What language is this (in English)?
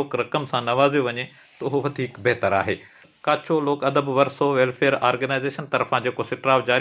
Sindhi